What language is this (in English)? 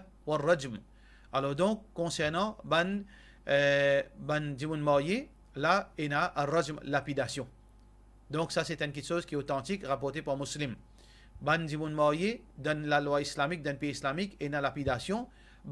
Morisyen